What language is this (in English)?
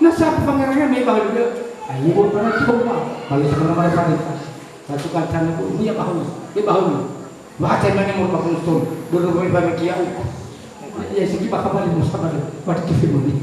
Nias